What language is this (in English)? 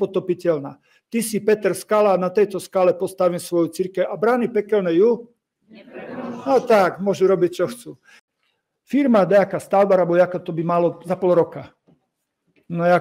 Slovak